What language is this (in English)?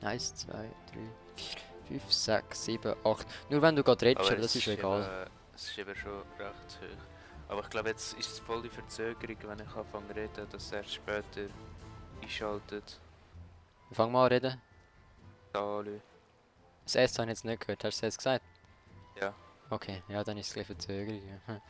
Swiss German